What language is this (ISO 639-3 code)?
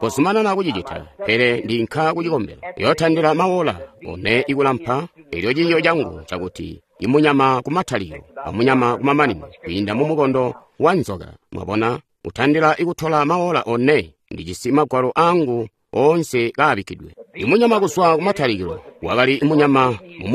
toi